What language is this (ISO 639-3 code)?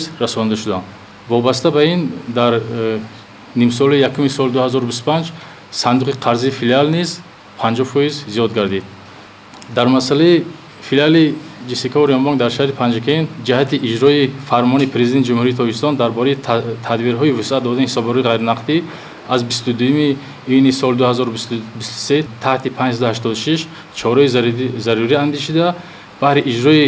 tgk